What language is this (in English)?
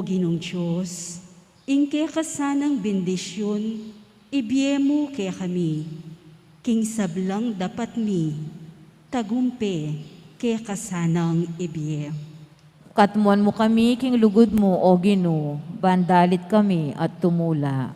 Pampanga